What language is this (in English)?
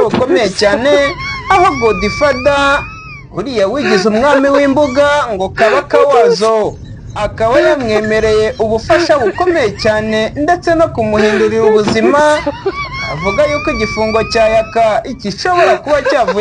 Kinyarwanda